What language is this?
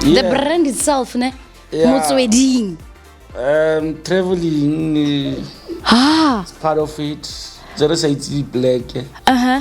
Tswana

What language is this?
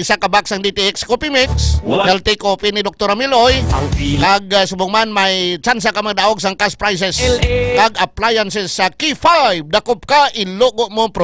Hiligaynon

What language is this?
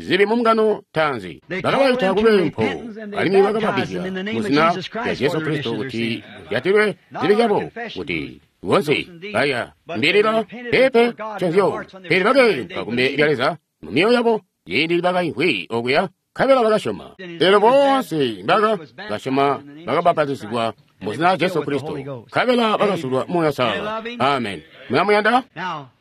Tonga (Zambia)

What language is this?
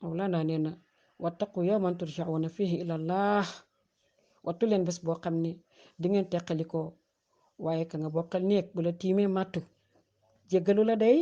Wolof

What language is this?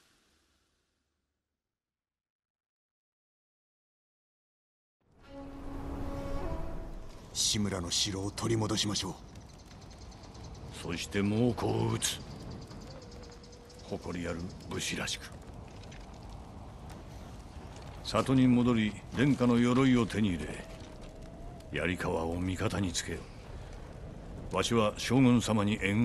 Japanese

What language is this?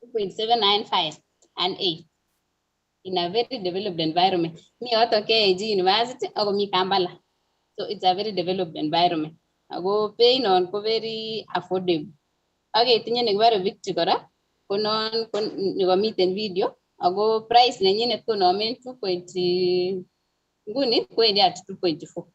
Kalenjin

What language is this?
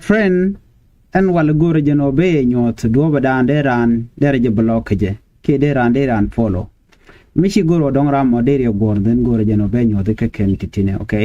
Nuer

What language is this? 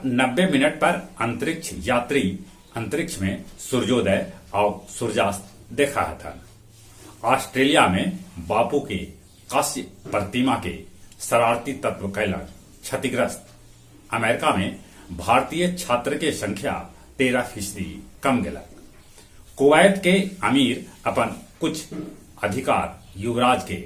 Magahi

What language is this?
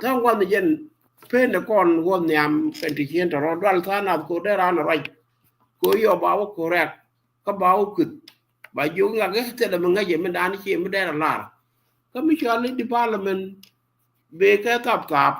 Nuer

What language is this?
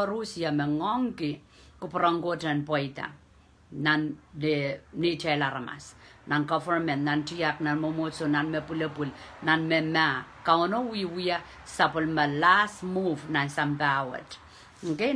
Pohnpeian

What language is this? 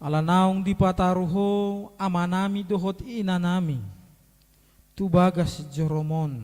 Batak Toba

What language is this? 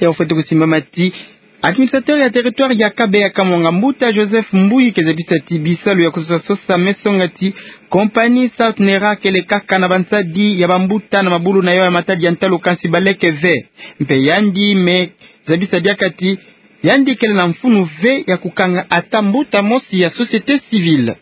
Kituba (Democratic Republic of Congo)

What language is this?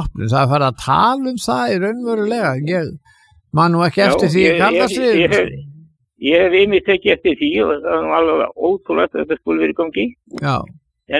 Icelandic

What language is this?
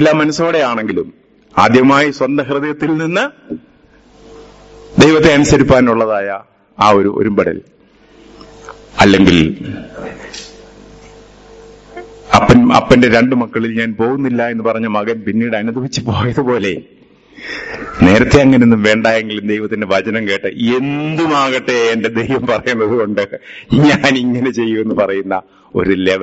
Malayalam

